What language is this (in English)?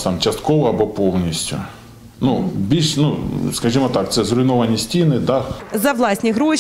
Ukrainian